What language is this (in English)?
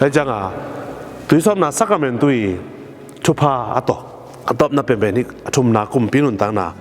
Tedim Chin